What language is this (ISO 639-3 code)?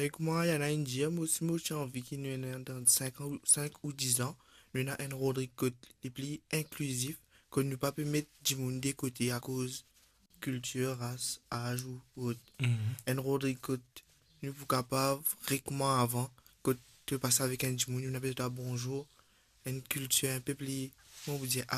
mfe